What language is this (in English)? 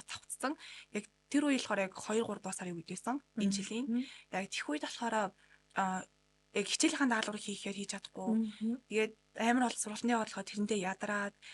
Mongolian